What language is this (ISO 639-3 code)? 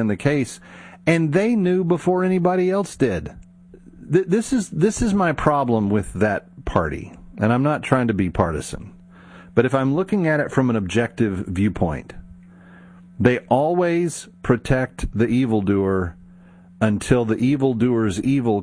eng